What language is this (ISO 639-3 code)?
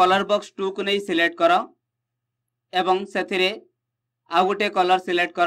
ori